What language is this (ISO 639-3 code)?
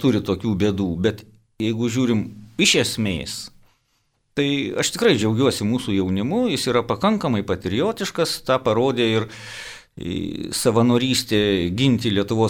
lit